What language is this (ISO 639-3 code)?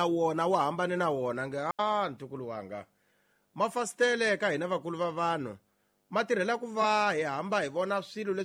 tso